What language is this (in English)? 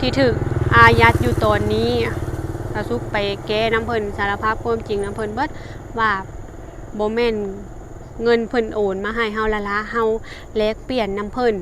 Lao